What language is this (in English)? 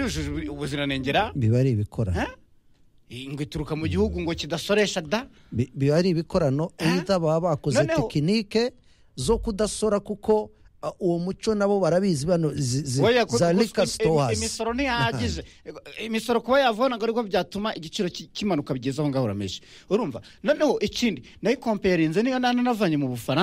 Kinyarwanda